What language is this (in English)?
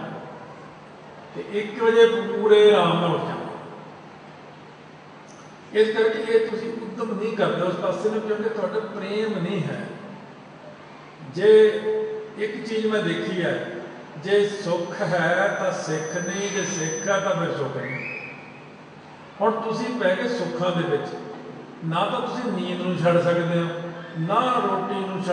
Punjabi